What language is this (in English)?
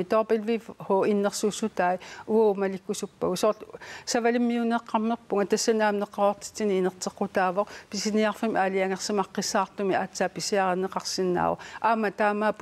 Kalaallisut